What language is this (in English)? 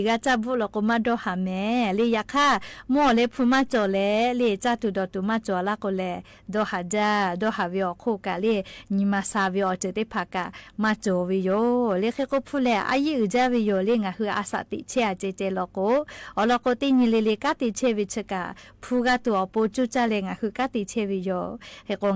Lahu